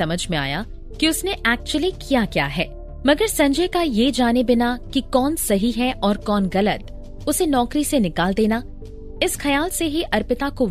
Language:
Hindi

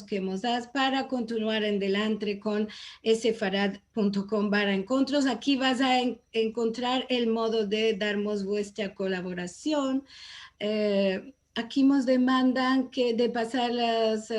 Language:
Ladino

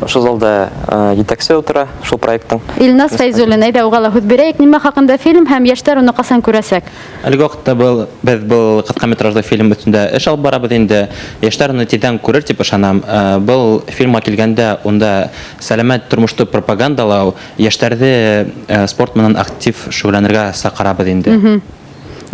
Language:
Bashkir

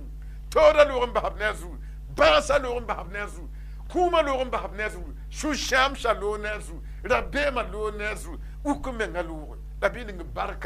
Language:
Mossi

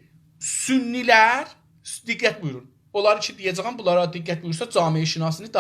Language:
South Azerbaijani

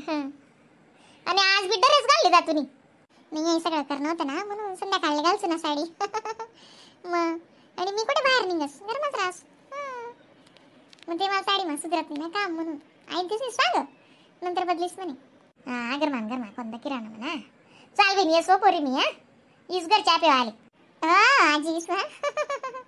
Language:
Khandesi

